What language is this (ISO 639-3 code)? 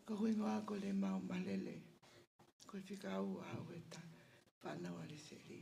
ton